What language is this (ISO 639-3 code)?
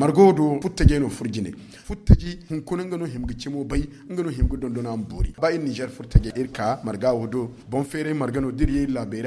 dje